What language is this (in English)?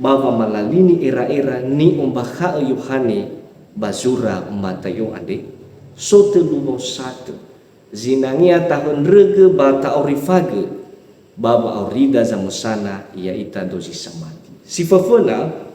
Nias